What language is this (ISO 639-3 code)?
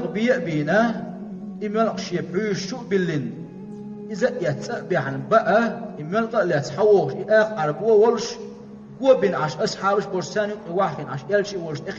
che